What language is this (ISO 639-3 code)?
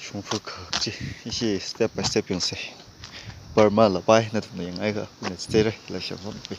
nmf